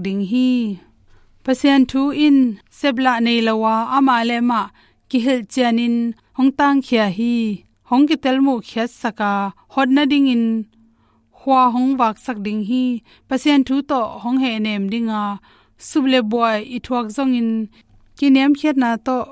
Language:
Tedim Chin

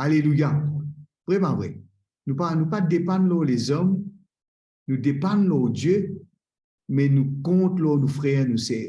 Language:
Morisyen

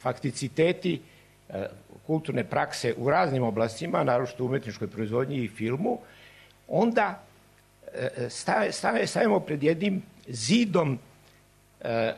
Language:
Serbian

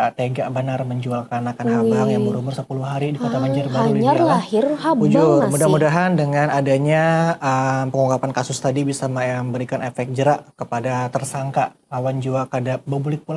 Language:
Banjar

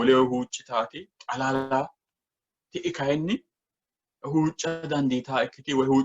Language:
Sidamo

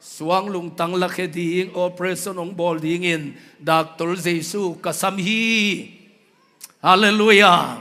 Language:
Tedim Chin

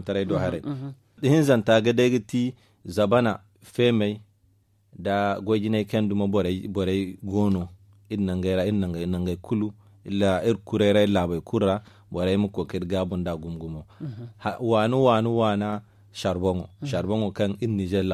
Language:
Zarma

